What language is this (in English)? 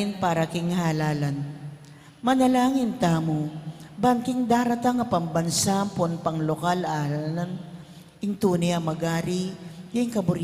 Pampanga